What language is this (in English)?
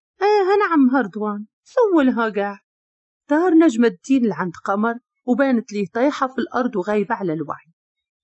Moroccan Arabic